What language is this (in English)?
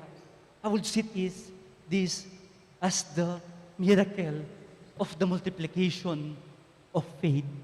Pampanga